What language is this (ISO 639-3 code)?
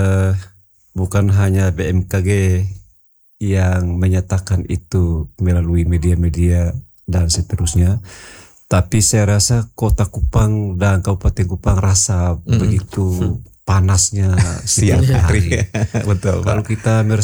ind